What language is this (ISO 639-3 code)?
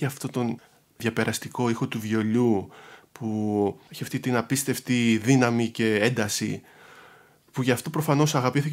ell